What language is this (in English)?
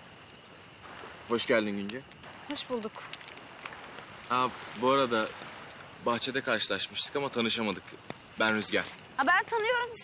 Turkish